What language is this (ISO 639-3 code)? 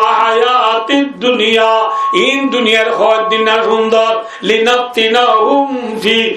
rhg